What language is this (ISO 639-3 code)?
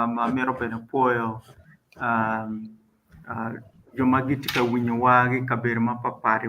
ach